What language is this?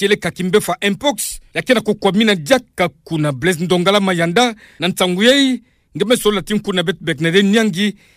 Kituba (Democratic Republic of Congo)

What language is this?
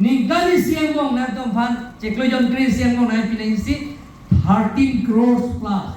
Karbi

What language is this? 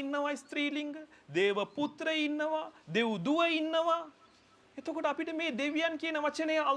Sinhala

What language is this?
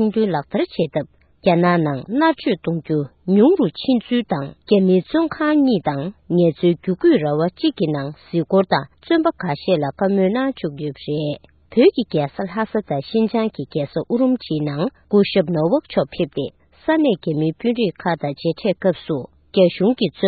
Tibetan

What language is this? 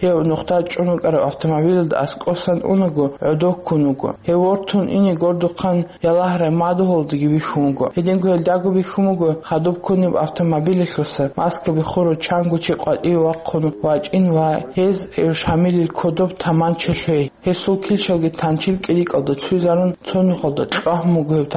Avaric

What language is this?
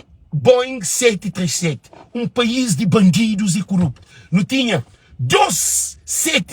Kabuverdianu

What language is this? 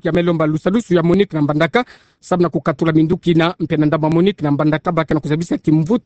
Kituba (Democratic Republic of Congo)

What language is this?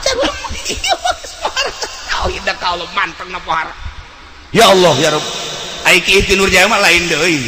Sundanese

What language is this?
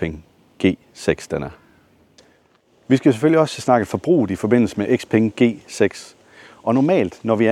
Danish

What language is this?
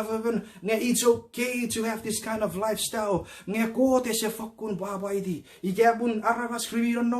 Chuukese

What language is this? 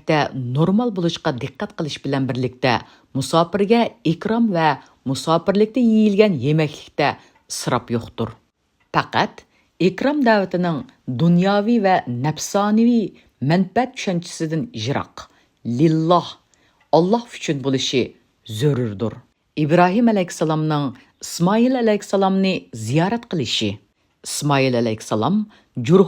Uyghur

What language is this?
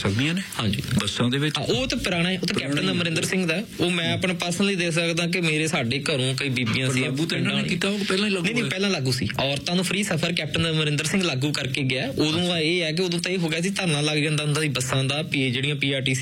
Punjabi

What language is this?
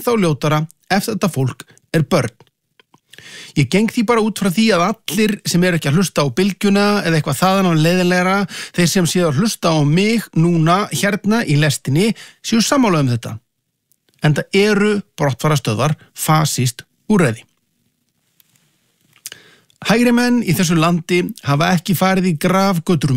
Icelandic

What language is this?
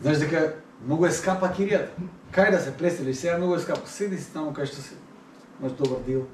Macedonian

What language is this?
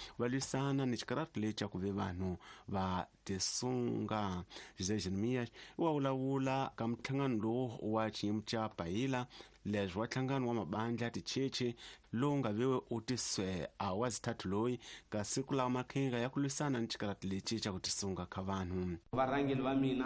Tsonga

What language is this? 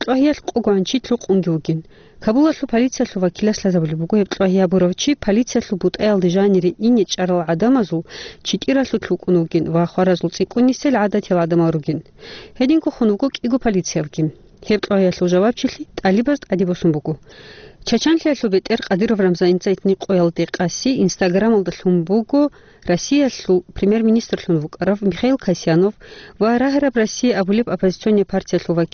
Avaric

